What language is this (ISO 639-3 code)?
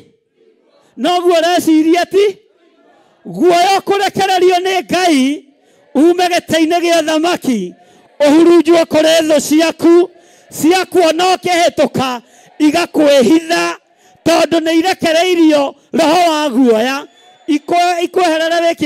kik